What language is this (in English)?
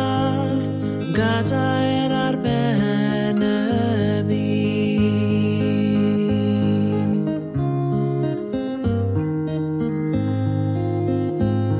English